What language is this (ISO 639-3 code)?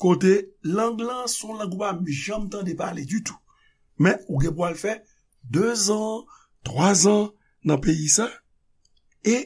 hat